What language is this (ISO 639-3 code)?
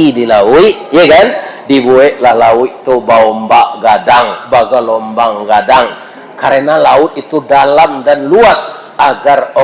min